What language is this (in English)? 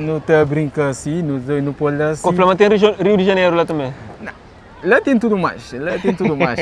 Kabuverdianu